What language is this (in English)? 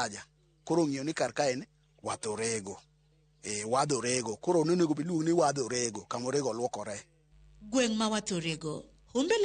Luo (Kenya and Tanzania)